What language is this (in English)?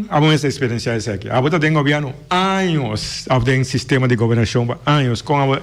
Papiamento